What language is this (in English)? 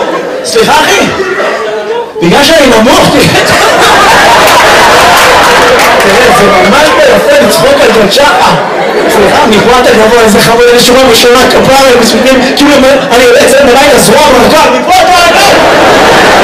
Hebrew